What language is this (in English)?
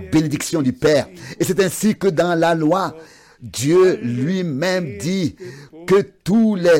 French